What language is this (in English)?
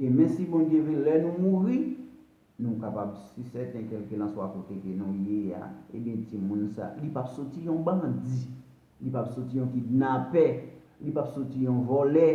Haitian Creole